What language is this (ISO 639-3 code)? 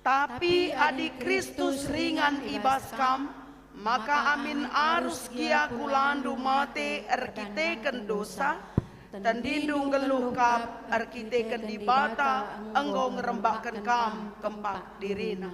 btx